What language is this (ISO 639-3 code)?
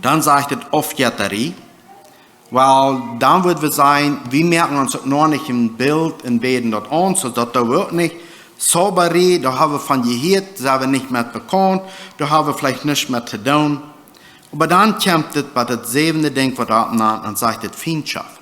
pdt